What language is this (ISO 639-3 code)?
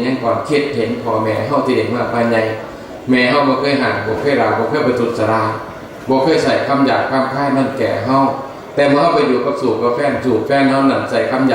tts